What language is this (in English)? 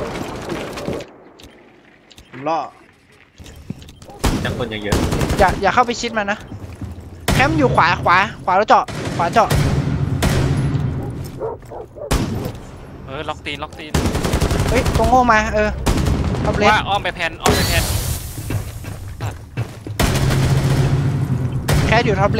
Thai